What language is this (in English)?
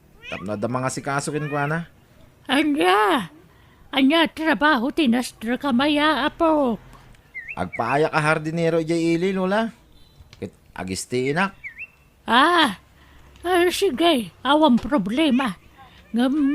Iloko